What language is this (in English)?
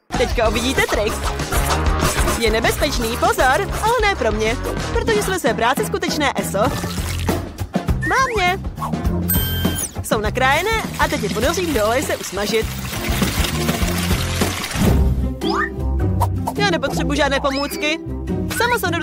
Czech